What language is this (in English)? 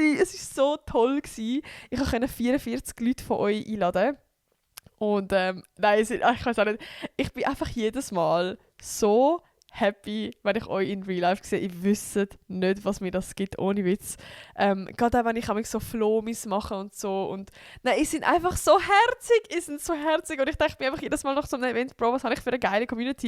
Swiss German